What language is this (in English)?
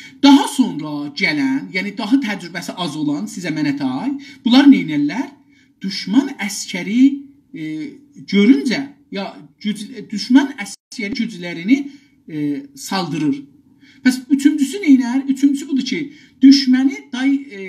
South Azerbaijani